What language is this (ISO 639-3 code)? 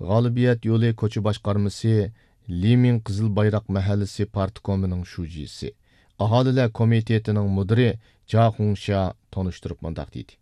uig